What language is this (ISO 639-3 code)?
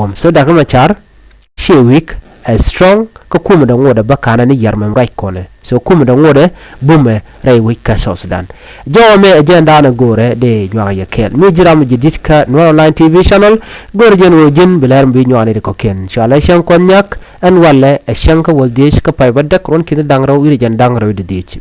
nus